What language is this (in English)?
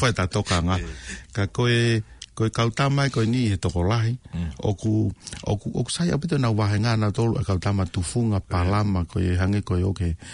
Tongan